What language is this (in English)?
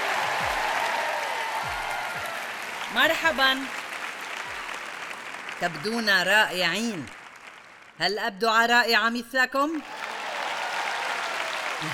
Arabic